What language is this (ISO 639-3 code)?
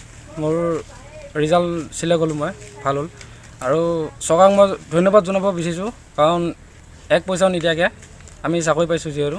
asm